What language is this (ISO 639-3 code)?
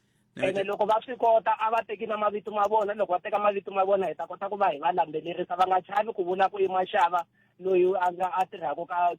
tso